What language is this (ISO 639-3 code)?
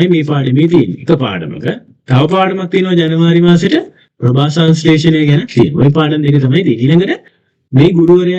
sin